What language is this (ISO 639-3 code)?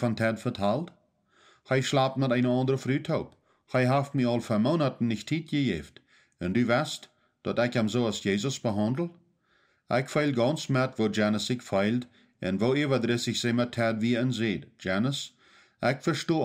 pdt